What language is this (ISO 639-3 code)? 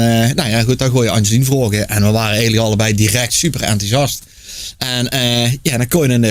lim